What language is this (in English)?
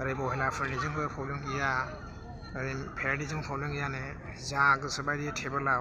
Bodo